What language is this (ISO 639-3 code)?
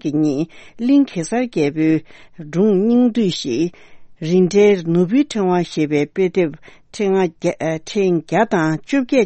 bod